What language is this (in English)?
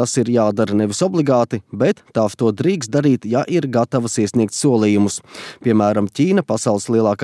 Latvian